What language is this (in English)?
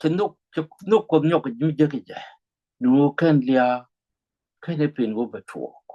Nuer